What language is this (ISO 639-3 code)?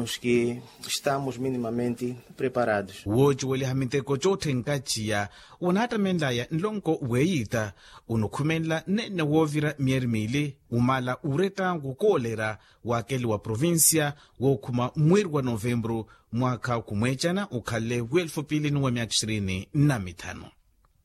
vmw